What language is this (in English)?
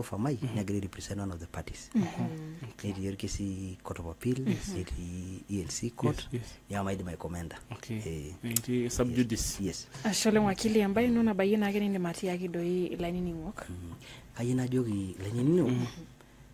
Masai